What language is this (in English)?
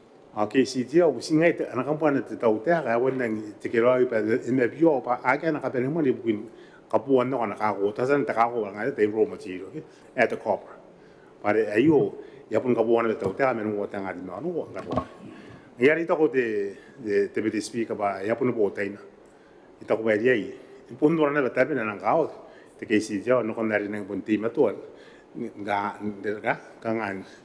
Gilbertese